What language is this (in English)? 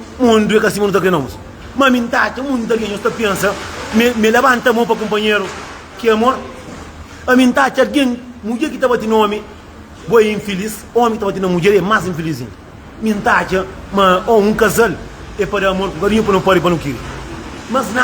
Kabuverdianu